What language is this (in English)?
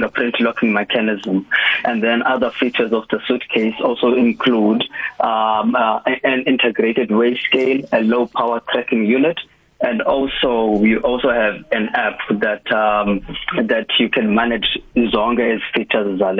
South Ndebele